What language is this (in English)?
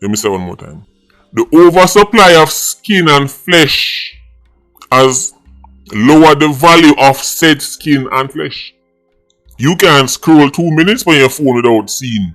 Jamaican Creole English